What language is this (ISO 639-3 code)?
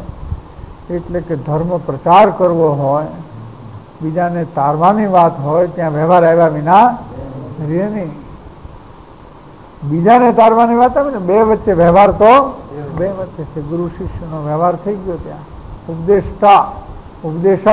guj